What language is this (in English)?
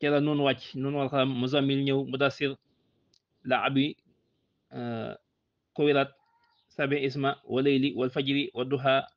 Wolof